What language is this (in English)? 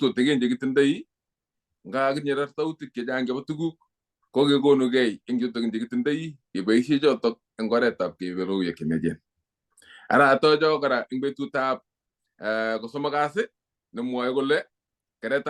Kalenjin